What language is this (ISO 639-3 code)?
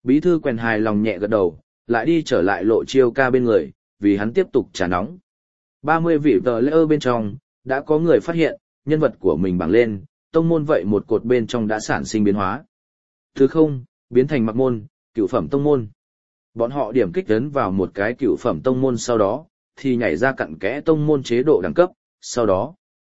vie